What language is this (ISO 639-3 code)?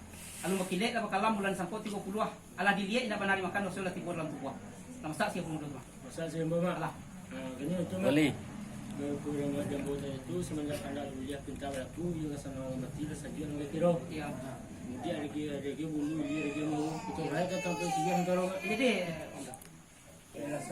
min